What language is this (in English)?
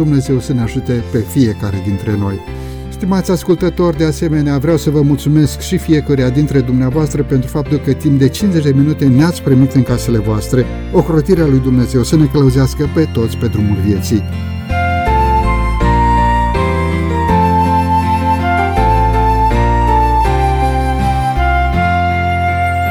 Romanian